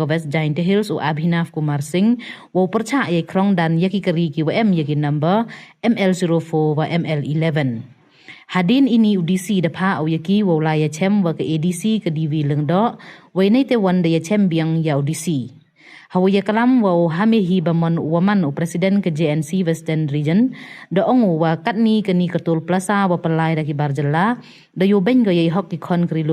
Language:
Pnar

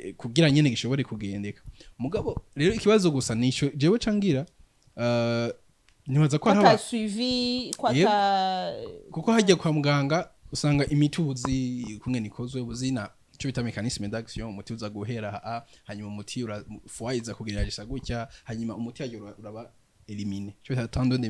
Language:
Rundi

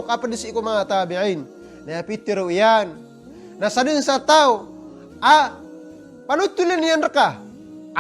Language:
Maranao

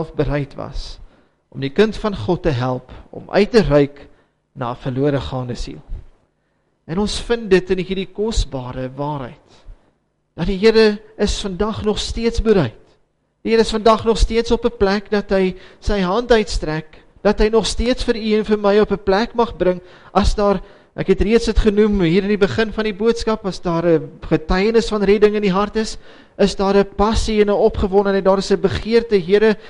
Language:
Afrikaans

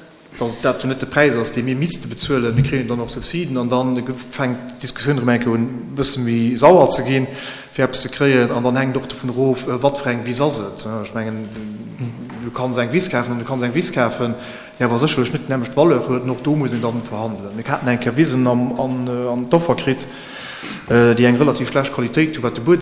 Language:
Luxembourgish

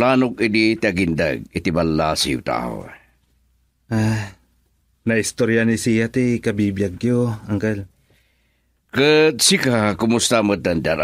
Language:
Iloko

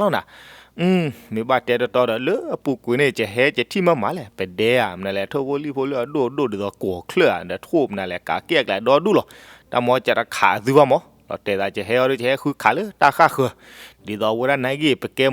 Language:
S'gaw Karen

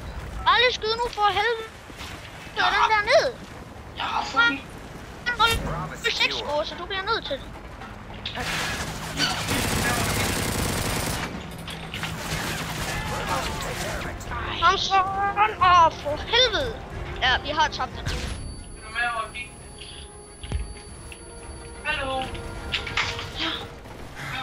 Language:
Danish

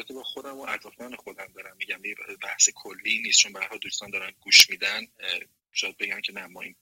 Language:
Persian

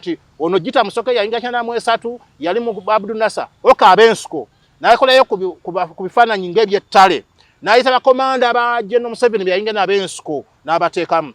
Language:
Ganda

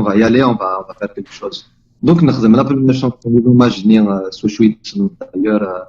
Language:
Kabyle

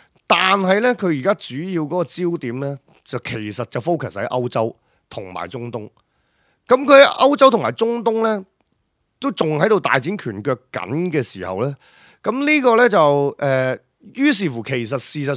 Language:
Cantonese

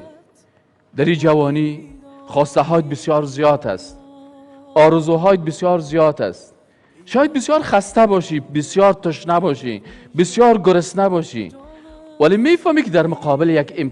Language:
Persian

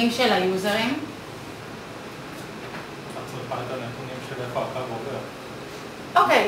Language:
Hebrew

